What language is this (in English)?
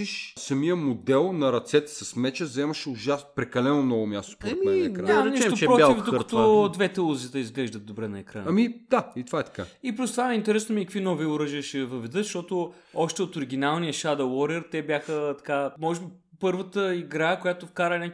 Bulgarian